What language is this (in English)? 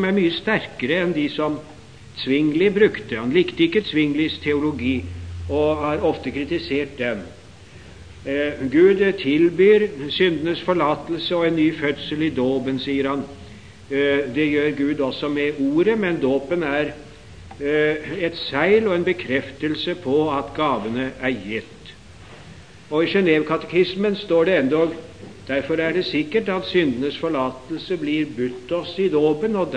Norwegian